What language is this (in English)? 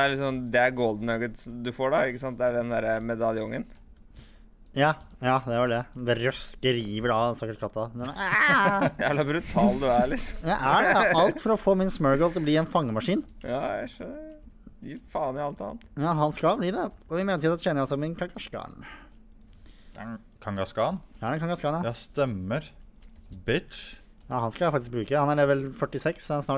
Norwegian